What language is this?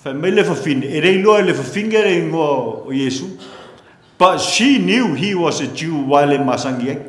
Samoan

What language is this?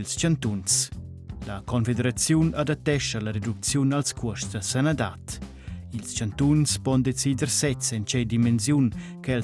Romansh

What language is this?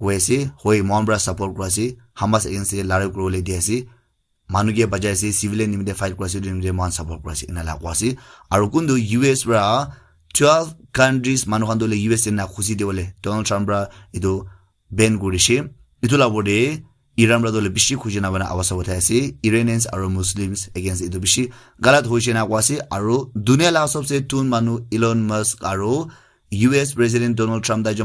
Naga Pidgin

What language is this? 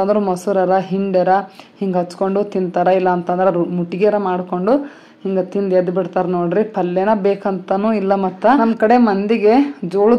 Kannada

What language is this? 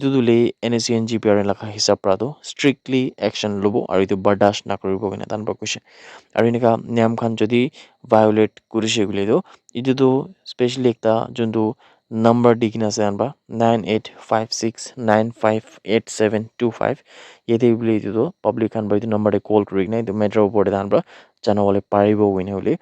Naga Pidgin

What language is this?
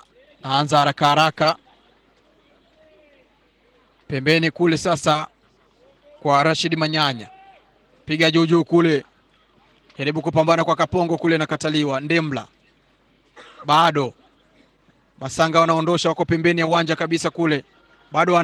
Swahili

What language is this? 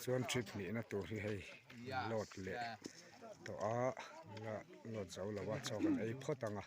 Mizo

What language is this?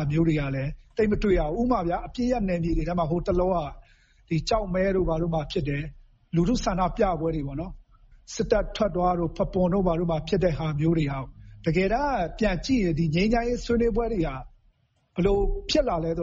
Burmese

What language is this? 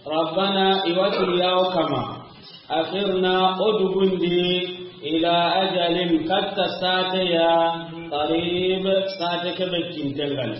Soninke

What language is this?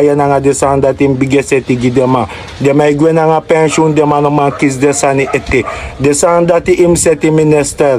Sranan Tongo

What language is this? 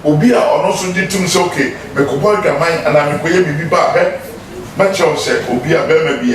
Akan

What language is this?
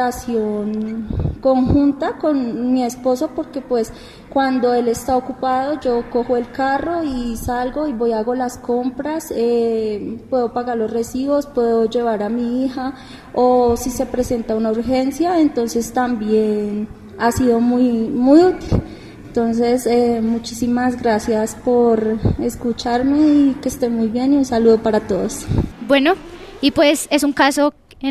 Spanish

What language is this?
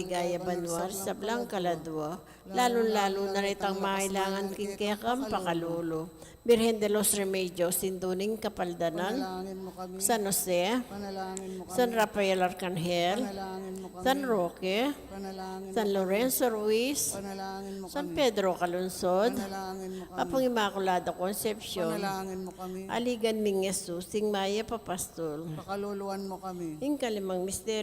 Pampanga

